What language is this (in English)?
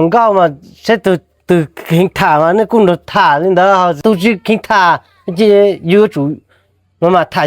Hmong